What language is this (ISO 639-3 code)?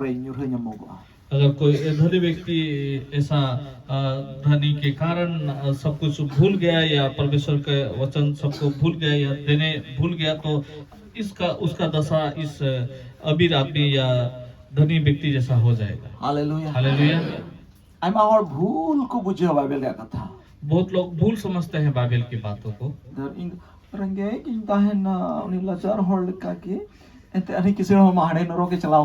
sat